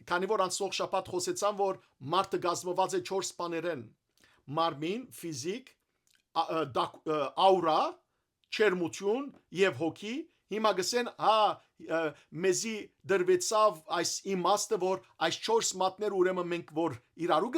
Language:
Western Armenian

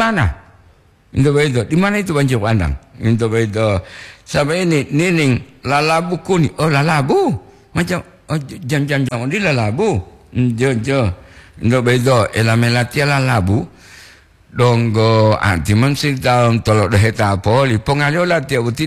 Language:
Gorontalo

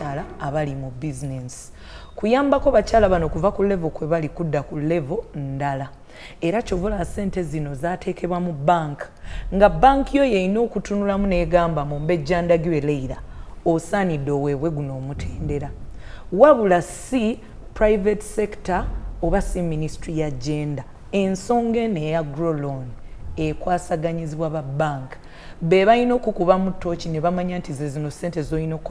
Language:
Ganda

